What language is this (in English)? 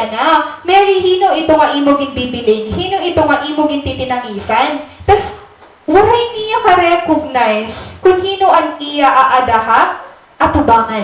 Waray